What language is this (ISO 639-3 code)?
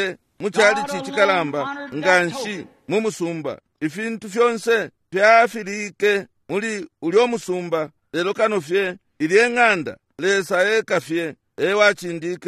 bem